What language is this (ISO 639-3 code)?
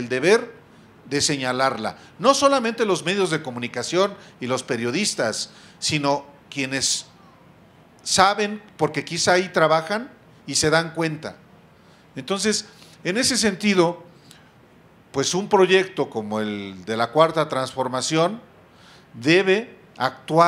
spa